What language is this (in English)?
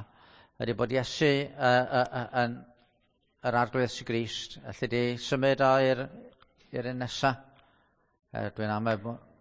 Welsh